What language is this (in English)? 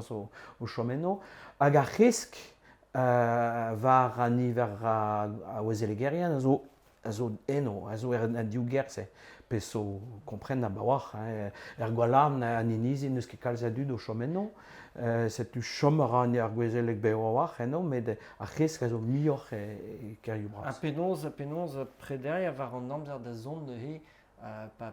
Breton